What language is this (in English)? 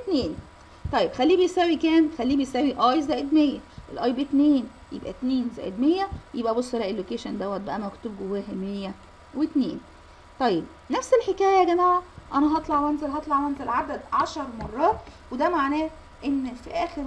Egyptian Arabic